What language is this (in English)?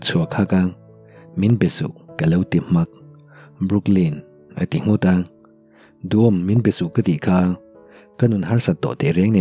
Mizo